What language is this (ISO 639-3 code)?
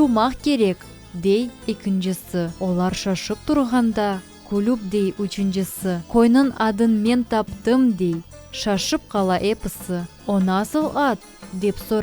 crh